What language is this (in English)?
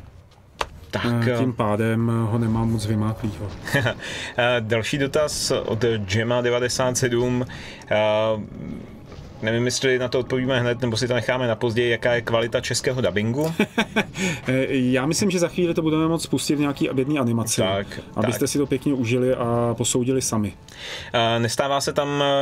Czech